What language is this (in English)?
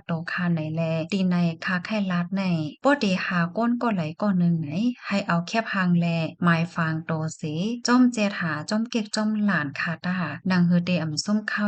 Shan